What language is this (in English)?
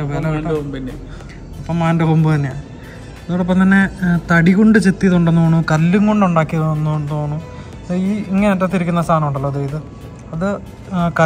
Malayalam